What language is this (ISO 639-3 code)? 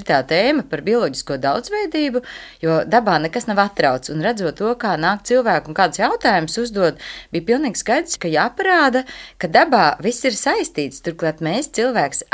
lav